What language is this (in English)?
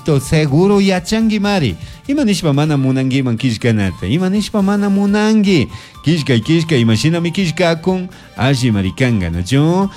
Chimborazo Highland Quichua